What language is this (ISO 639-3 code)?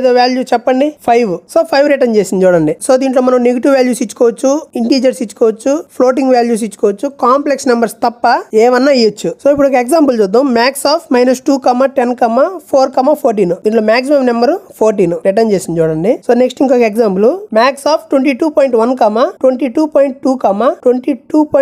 tel